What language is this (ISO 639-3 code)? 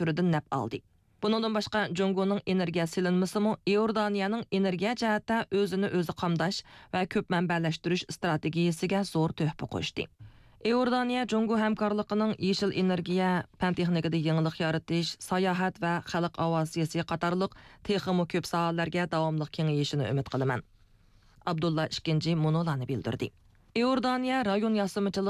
uig